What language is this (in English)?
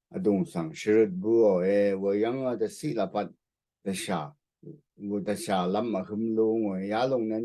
Rawang